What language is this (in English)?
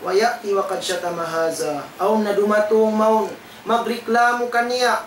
Tausug